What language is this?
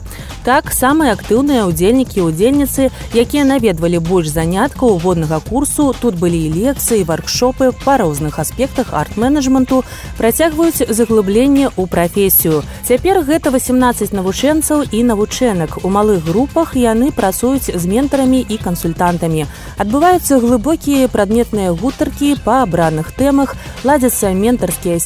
Belarusian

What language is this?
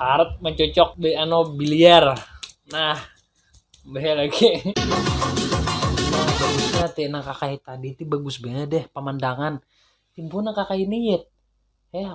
Banjar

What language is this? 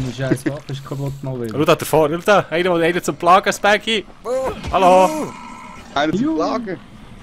Swiss German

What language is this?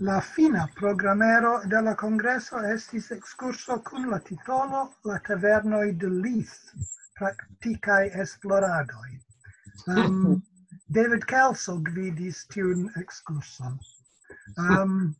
Esperanto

